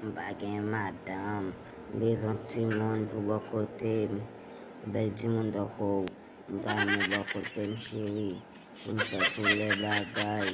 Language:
Haitian Creole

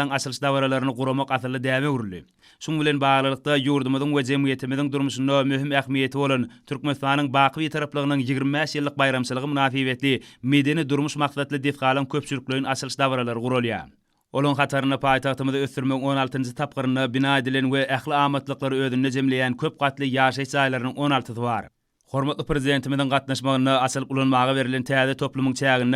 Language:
Turkmen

